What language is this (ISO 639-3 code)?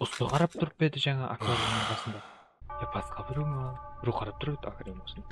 kaa